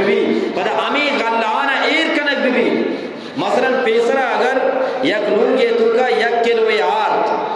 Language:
Eastern Balochi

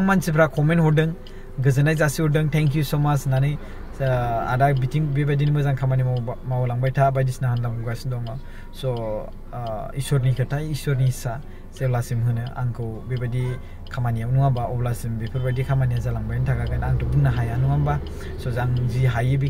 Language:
Bodo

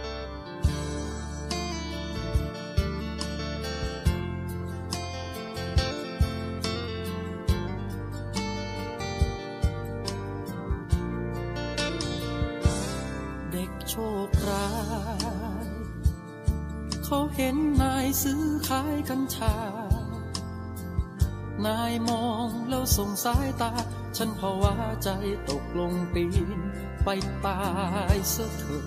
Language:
Thai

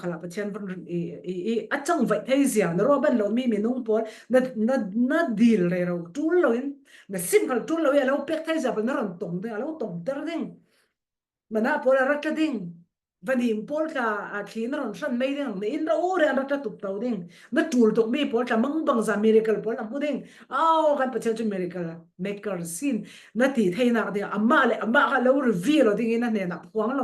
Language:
Falam Chin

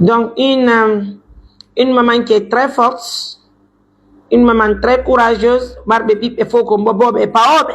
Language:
Pular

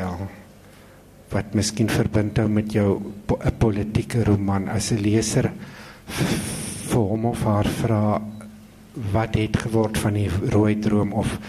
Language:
Afrikaans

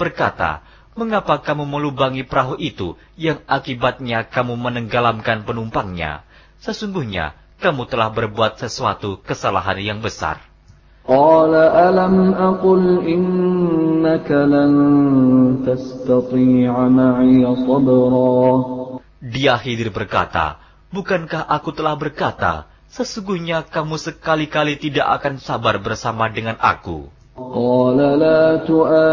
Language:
Indonesian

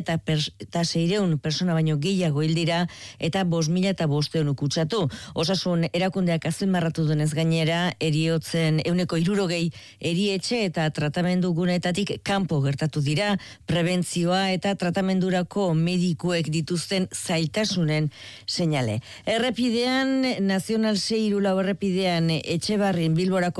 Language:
Basque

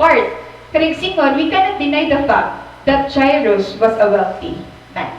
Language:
Waray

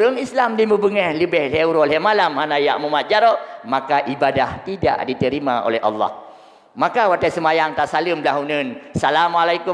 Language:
Achinese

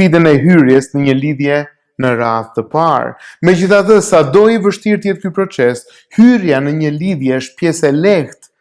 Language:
Albanian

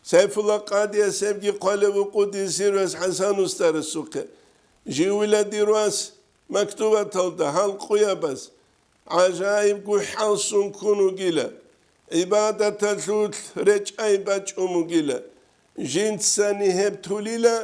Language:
Avaric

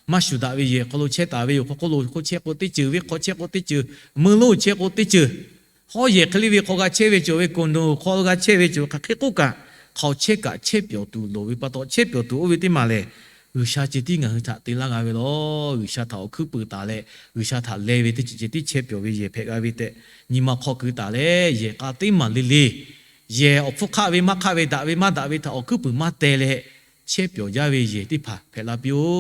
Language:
Lahu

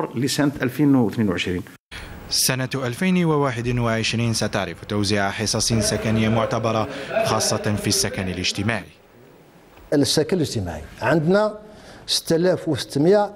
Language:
Arabic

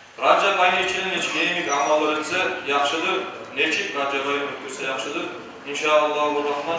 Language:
Kumyk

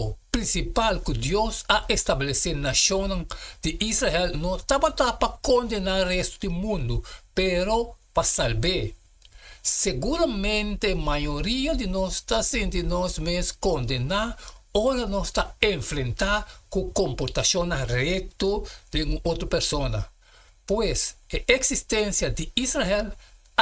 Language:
Papiamento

